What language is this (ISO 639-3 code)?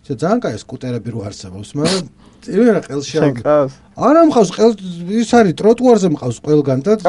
kat